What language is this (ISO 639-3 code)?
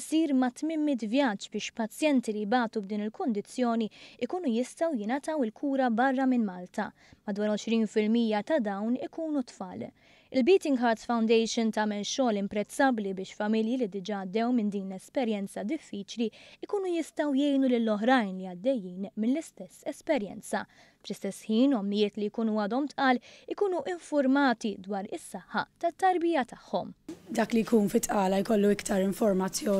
mlt